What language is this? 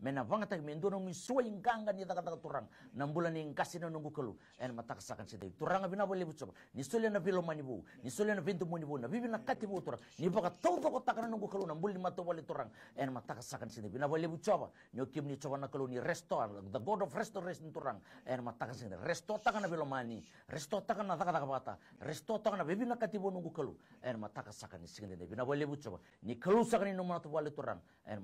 Fijian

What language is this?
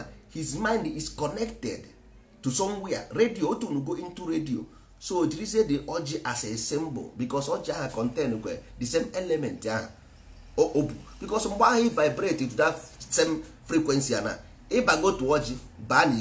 Igbo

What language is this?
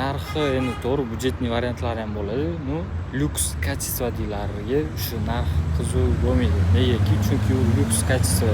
Uzbek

